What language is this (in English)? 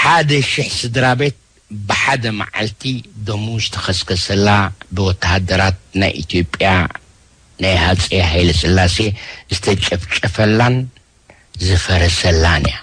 Tigrinya